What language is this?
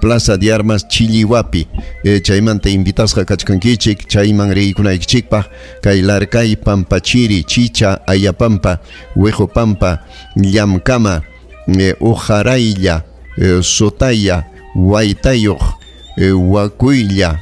Ayacucho Quechua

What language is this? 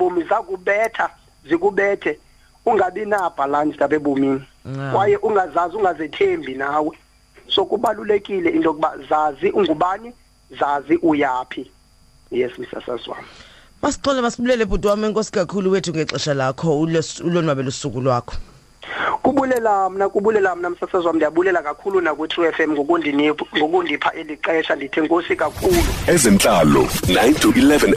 Xhosa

